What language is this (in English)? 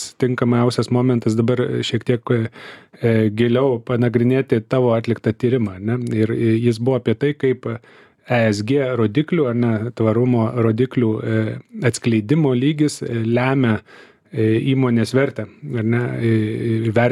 Lithuanian